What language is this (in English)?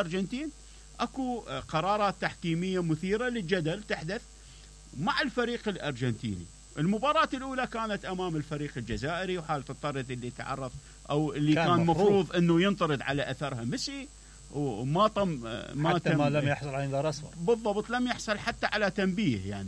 Mesopotamian Arabic